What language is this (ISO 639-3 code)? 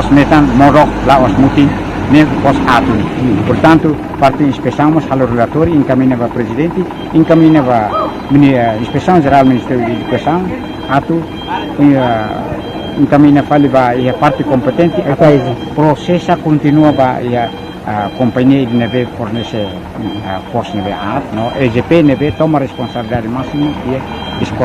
tet